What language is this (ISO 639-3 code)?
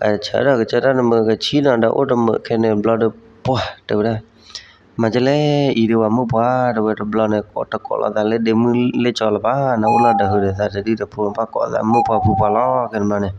ksw